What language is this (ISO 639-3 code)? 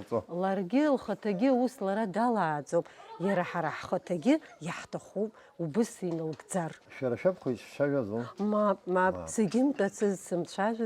abk